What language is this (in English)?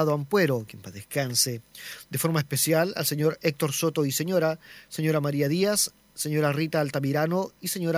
Spanish